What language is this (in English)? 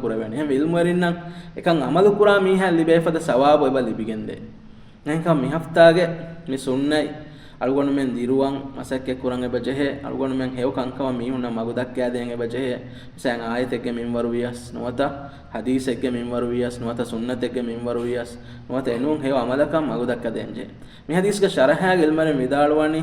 Divehi